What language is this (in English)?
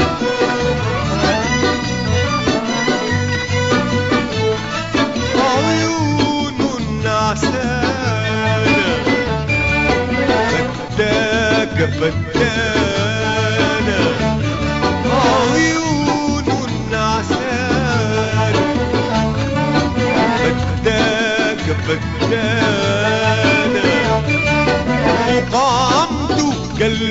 Sudanese Arabic